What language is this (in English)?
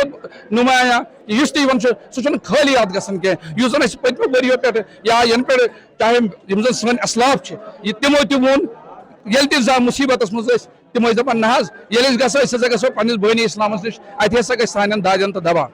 Kashmiri